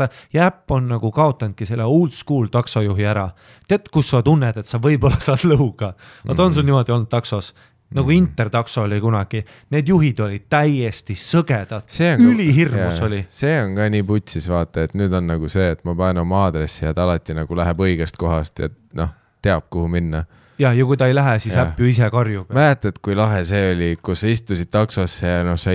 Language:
Estonian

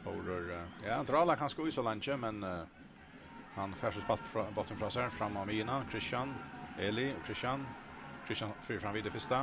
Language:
Faroese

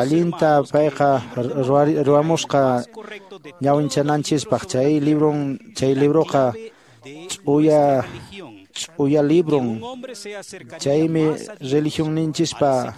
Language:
Quechua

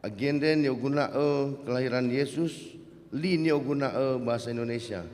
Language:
Nias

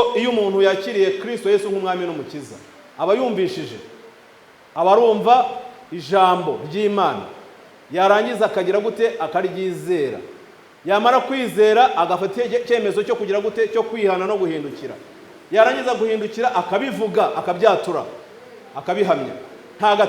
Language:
Kinyarwanda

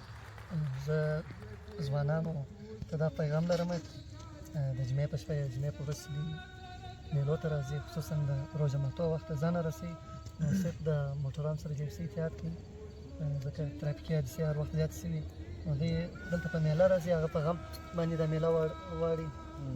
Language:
Pashto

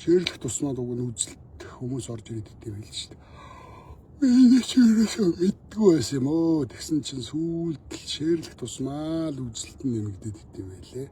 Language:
Mongolian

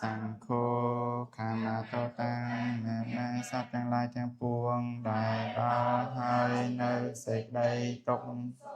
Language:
Khmer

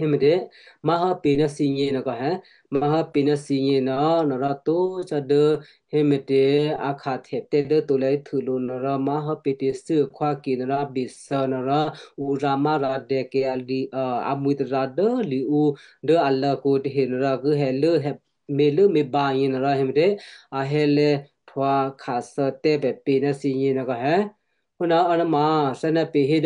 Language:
Western Kayah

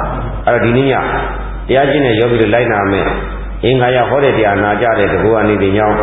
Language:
Burmese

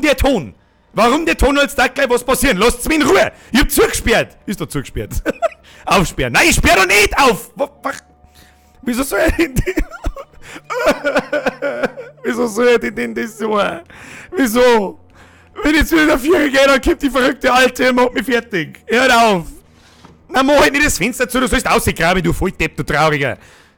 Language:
Bavarian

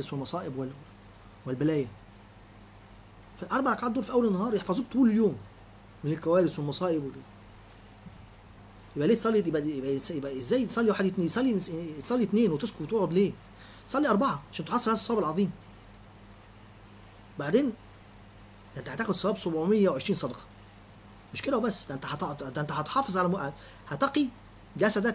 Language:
Egyptian Arabic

